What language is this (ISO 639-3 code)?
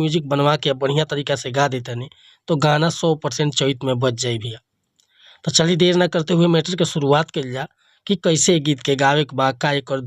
bho